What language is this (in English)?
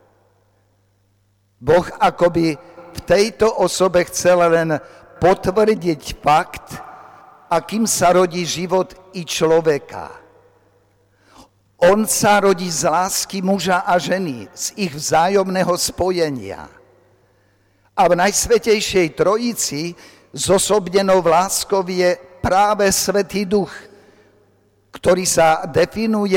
Slovak